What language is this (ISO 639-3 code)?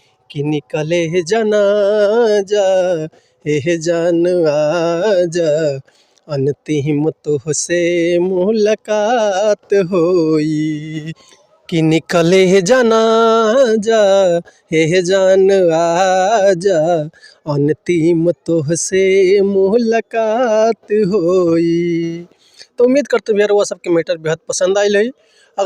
bho